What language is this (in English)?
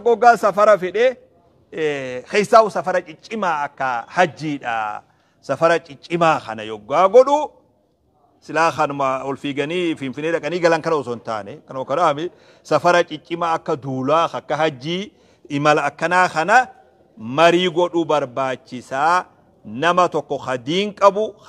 Oromo